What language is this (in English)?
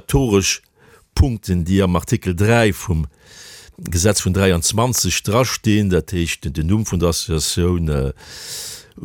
Luxembourgish